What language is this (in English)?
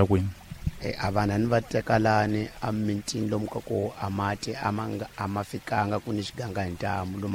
Tsonga